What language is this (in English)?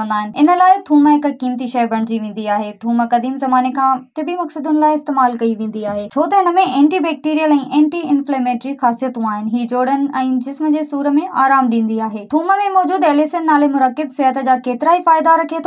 Sindhi